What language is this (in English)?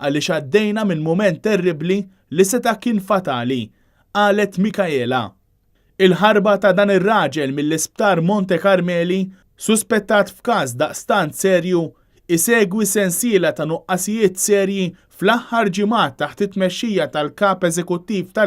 Maltese